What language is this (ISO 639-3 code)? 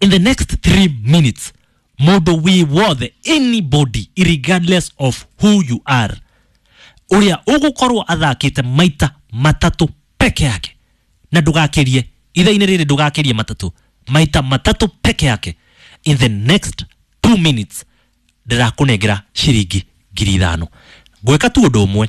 kik